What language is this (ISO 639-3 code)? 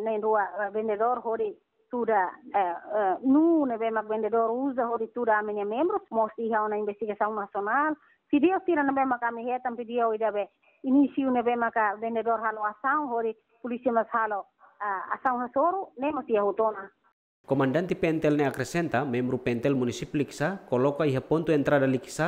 tet